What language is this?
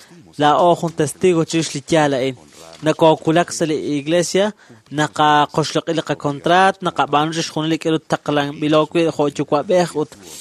Kekchí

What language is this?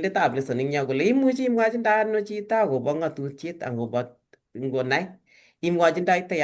Kalenjin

